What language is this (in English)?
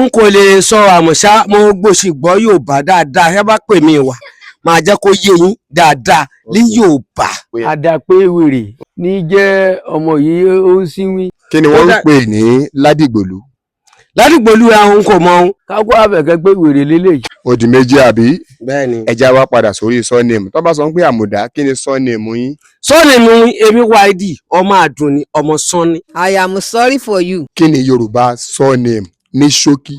Yoruba